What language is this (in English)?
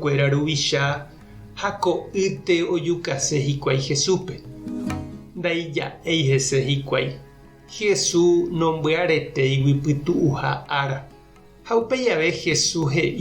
Guarani